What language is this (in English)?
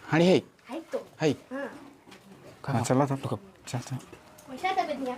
Sadri